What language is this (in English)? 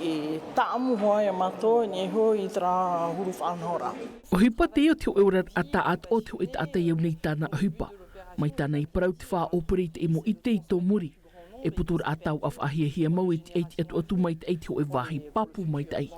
Tahitian